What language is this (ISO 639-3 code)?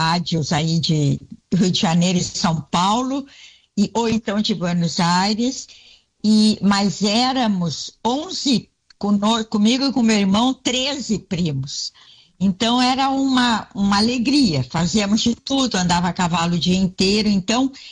por